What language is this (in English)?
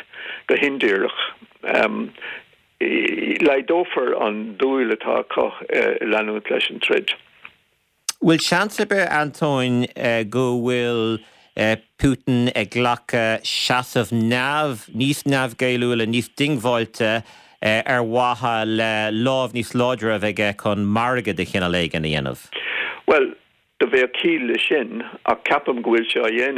Irish